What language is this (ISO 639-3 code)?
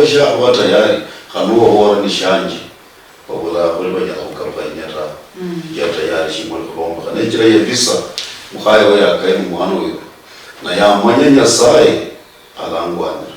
luy